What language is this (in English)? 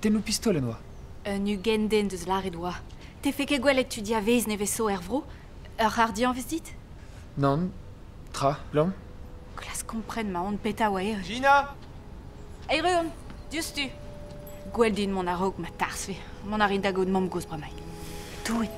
Breton